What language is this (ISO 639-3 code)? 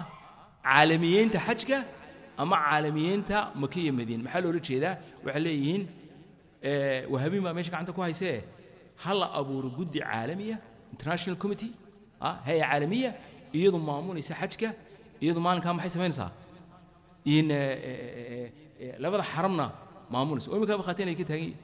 som